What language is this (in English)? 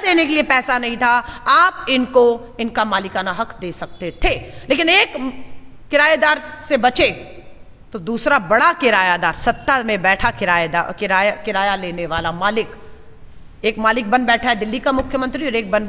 Hindi